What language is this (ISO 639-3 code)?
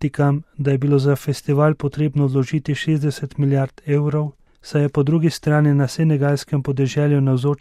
slv